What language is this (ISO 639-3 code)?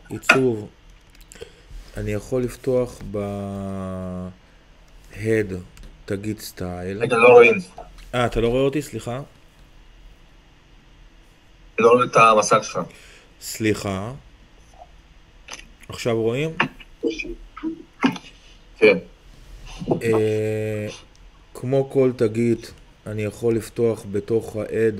heb